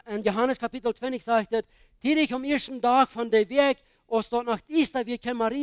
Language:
Plautdietsch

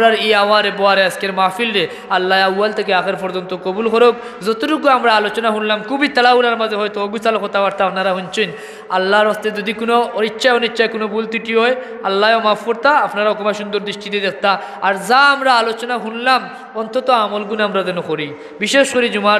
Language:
Sylheti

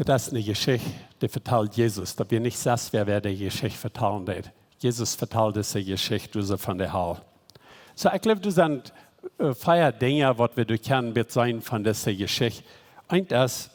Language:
Plautdietsch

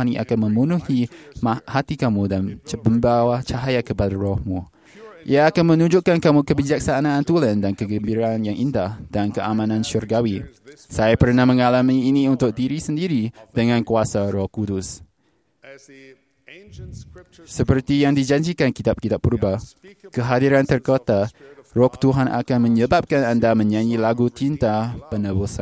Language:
Malay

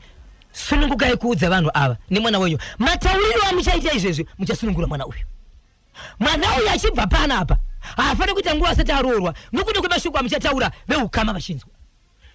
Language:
Shona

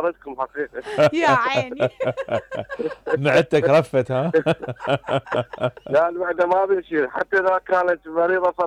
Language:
Mesopotamian Arabic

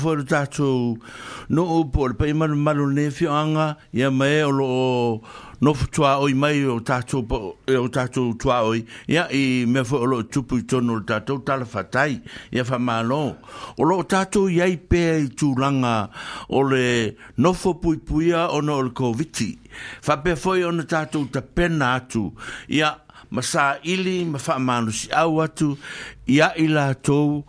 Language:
Samoan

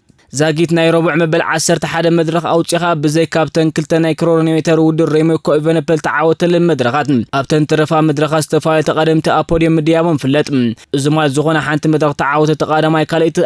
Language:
Tigrinya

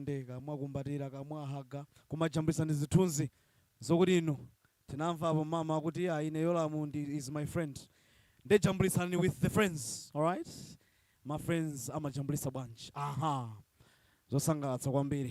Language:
Nyanja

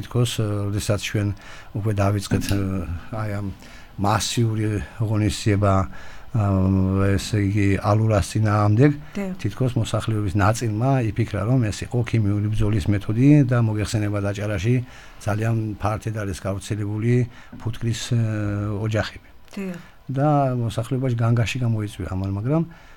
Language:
Georgian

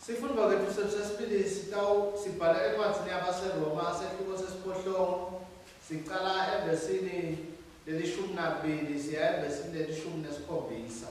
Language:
Swati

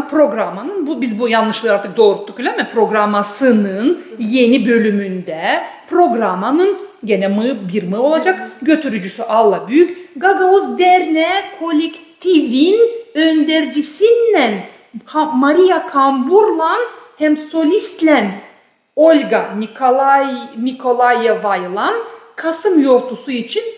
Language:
Gagauz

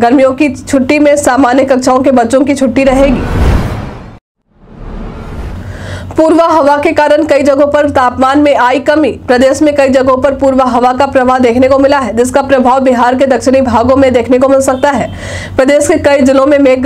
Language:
Hindi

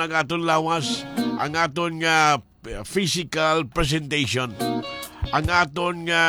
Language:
Hiligaynon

